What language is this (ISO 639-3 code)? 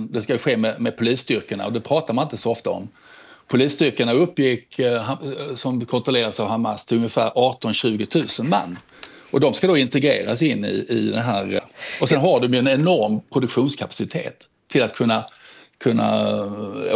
swe